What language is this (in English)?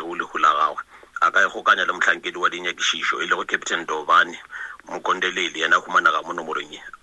Northern Sotho